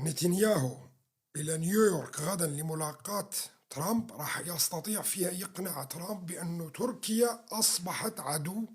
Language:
North Levantine Arabic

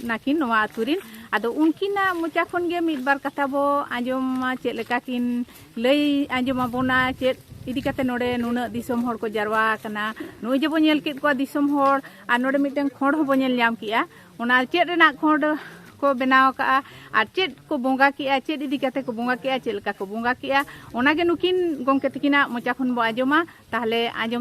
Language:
Santali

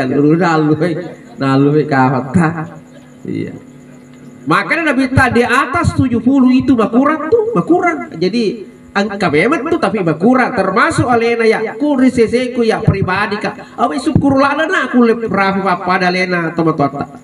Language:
Buginese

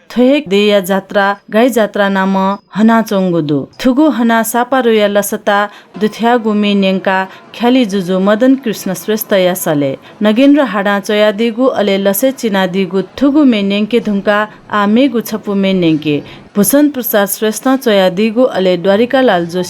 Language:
Newari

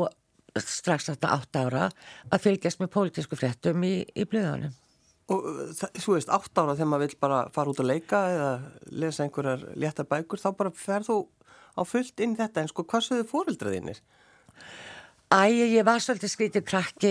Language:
Icelandic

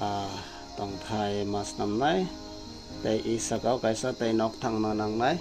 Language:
Kok Borok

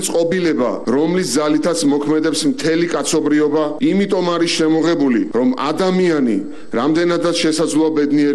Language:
Georgian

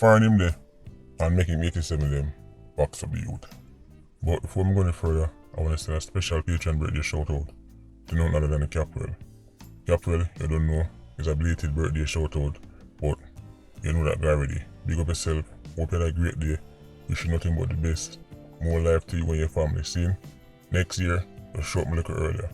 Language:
Jamaican Creole English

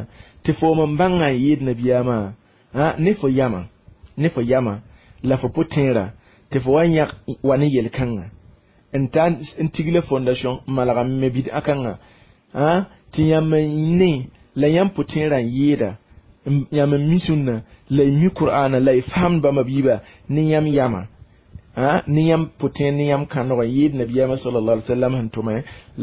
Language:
Mossi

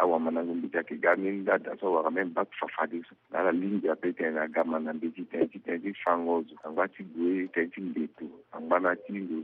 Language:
Sango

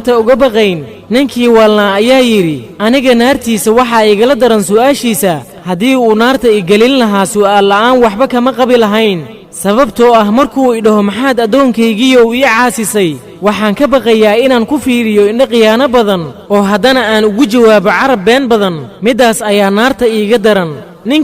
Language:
Somali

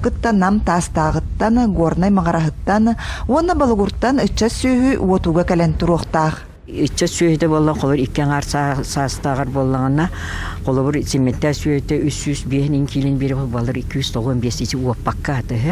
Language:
Yakut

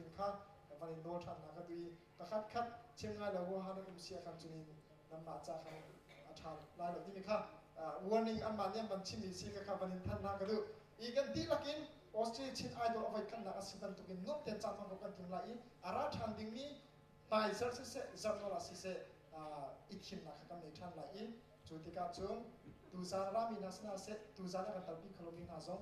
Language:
Hakha Chin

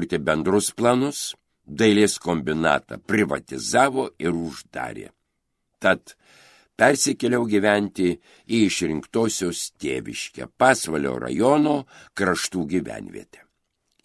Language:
Lithuanian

